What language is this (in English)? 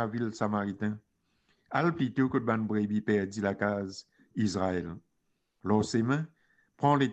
Morisyen